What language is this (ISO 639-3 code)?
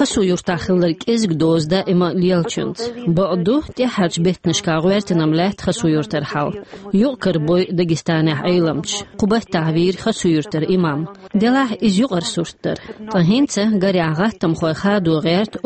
che